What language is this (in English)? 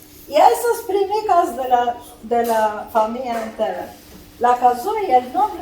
Ladino